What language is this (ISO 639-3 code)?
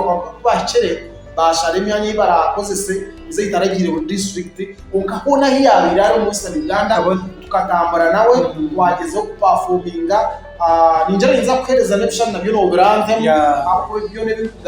nyn